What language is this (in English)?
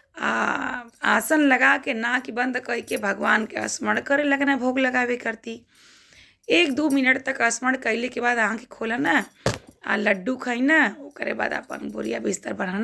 Bhojpuri